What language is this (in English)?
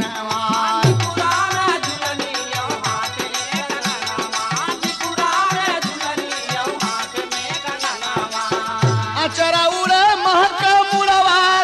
Bhojpuri